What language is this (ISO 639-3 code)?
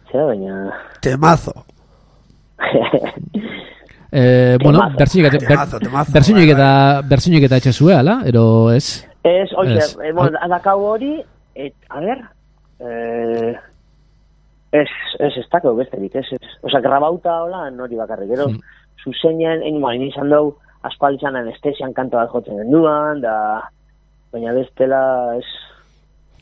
eus